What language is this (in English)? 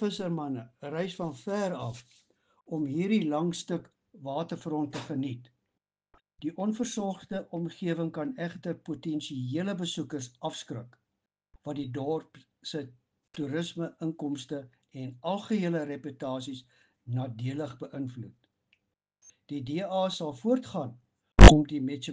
Afrikaans